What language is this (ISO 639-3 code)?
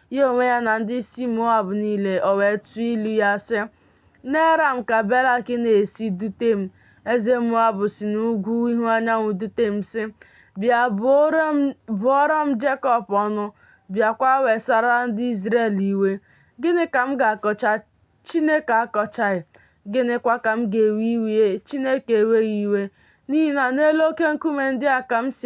ibo